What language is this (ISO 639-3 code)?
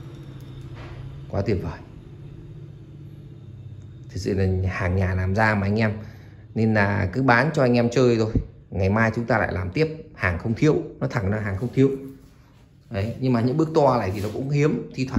vie